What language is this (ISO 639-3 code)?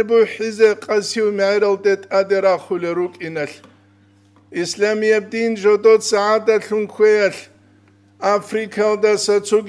ava